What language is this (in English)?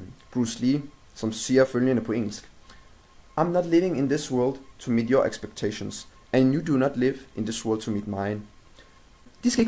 Danish